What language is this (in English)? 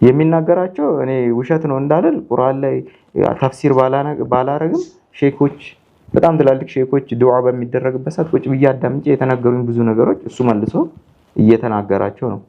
Amharic